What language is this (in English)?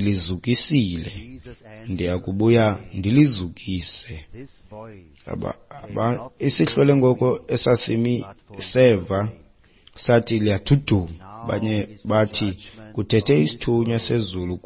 Xhosa